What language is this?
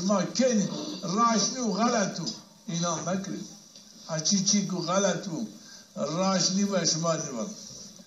Zaza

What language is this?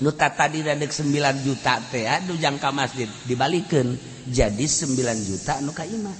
Sundanese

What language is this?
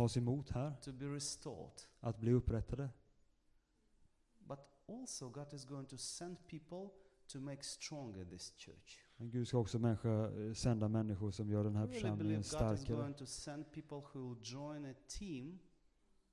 Swedish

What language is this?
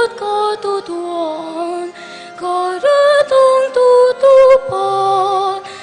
Pampanga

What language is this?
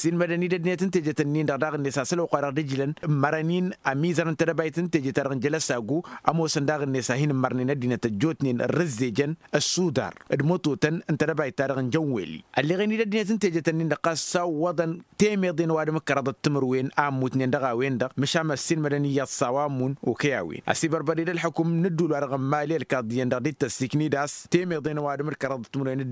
Tamasheq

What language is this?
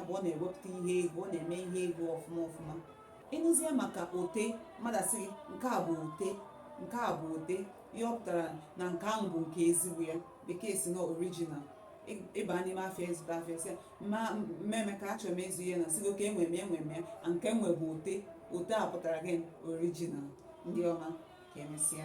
Igbo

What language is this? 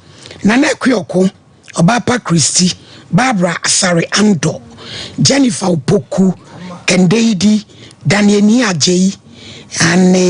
Akan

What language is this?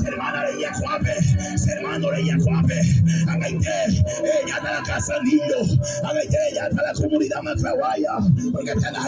Guarani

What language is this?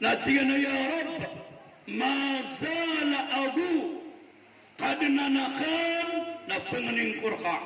Maranao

